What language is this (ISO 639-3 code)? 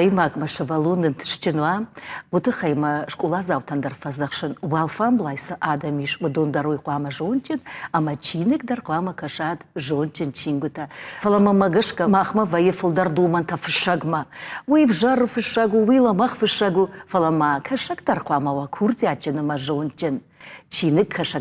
oss